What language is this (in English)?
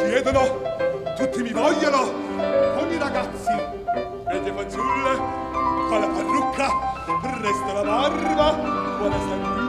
Italian